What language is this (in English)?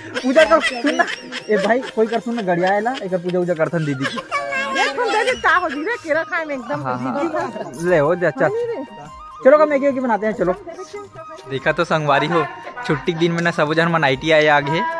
Chhattisgarhi